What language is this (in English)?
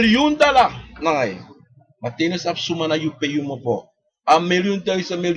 Sranan Tongo